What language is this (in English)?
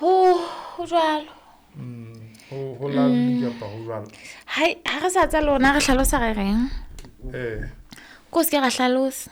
Southern Sotho